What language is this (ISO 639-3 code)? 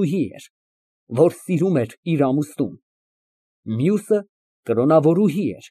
hye